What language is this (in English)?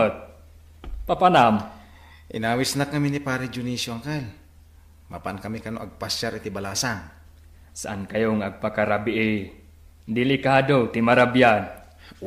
Iloko